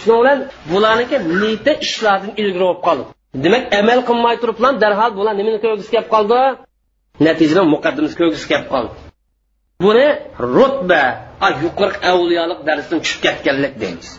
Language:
Uyghur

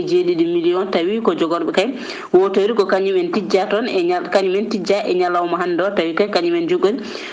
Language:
Fula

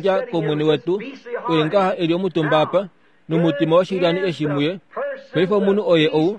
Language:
Kuanyama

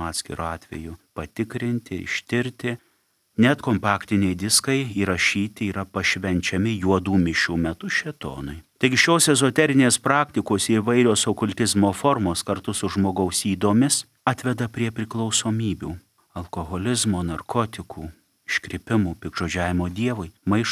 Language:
Lithuanian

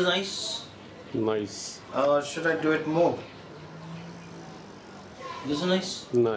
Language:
English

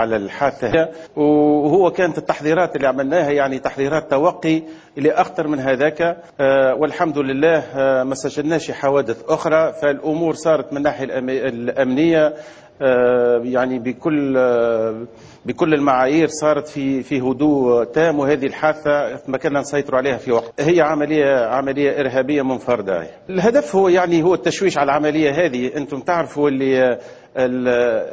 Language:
Tunisian Arabic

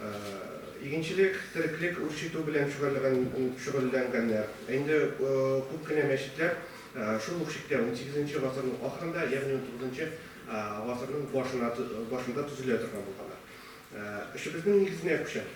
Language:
Tatar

